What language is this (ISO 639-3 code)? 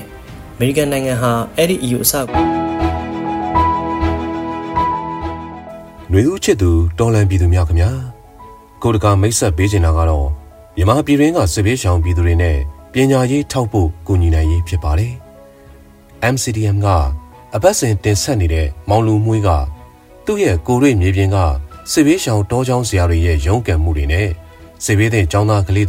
mya